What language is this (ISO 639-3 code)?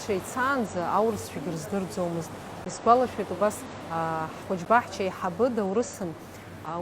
abk